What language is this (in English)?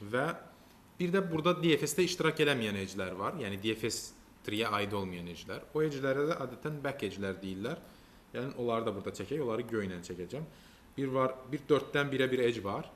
Azerbaijani